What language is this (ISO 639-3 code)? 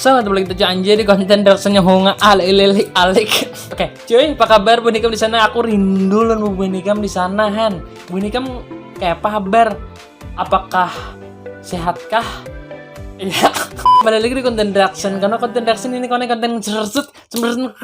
bjn